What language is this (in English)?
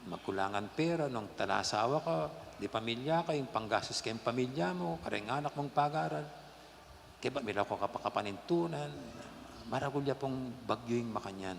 Pampanga